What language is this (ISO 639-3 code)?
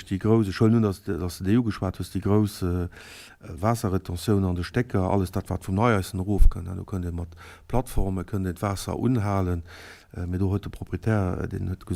ltz